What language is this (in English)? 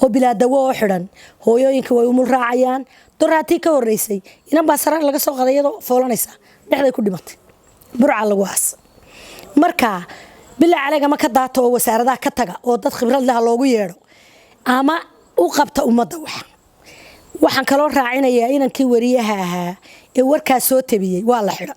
Somali